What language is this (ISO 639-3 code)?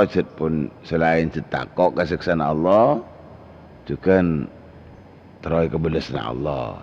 mad